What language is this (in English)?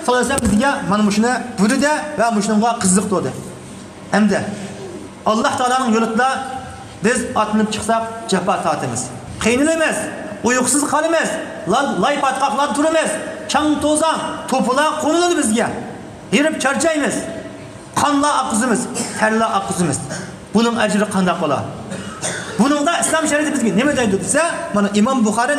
Uyghur